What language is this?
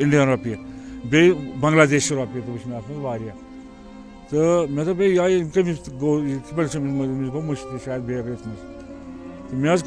Kashmiri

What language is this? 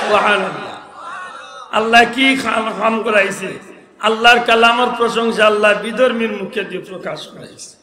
Sylheti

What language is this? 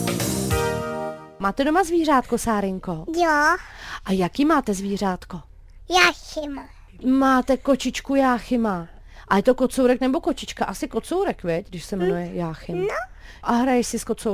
Czech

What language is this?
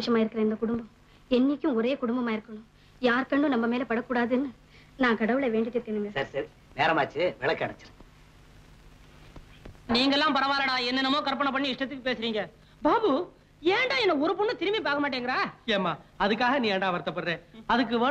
Tamil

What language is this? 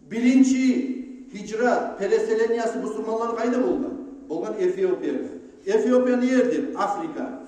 Kumyk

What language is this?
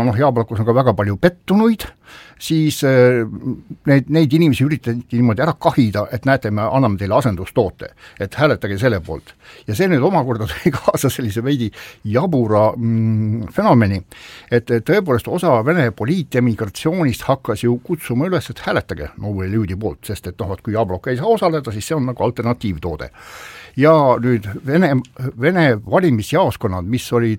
Estonian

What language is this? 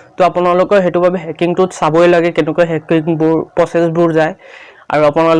Assamese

